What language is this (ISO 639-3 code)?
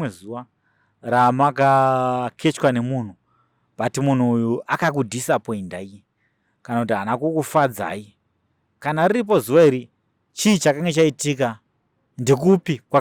sna